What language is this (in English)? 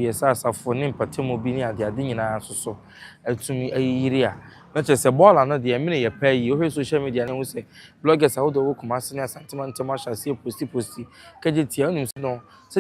Akan